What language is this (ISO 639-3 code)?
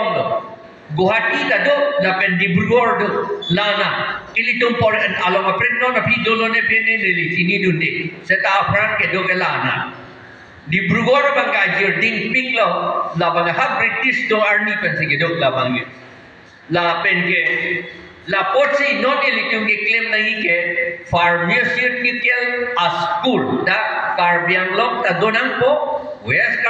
mjw